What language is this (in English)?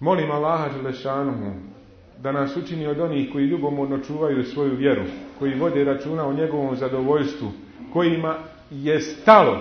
Bosnian